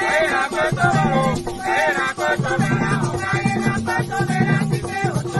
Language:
Ewe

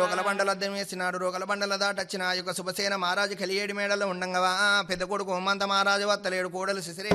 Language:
Telugu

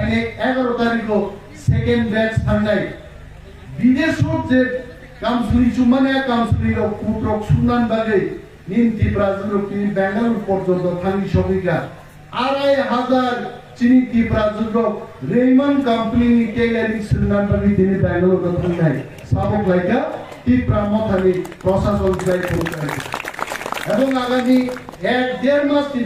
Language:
Kok Borok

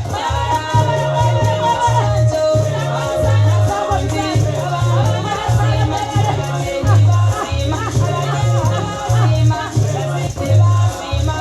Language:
Nyankole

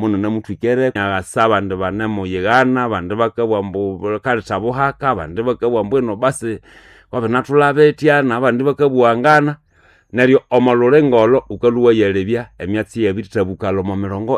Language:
Nande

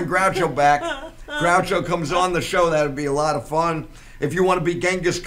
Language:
English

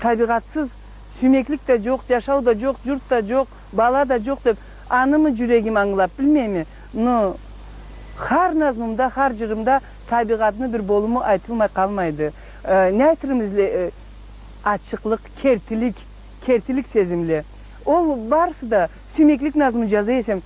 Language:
Karachay-Balkar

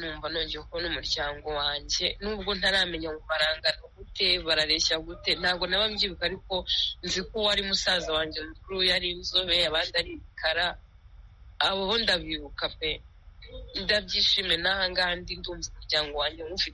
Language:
Kinyarwanda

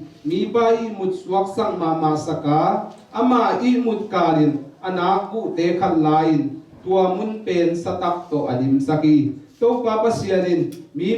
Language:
Tedim Chin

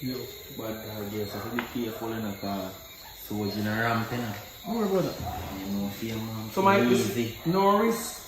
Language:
Jamaican Creole English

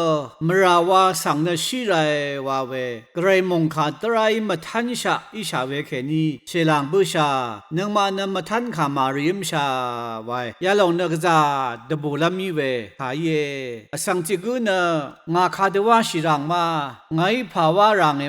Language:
Rawang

